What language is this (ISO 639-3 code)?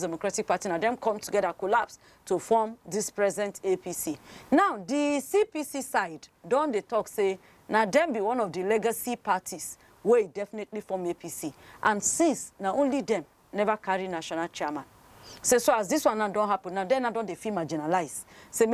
pcm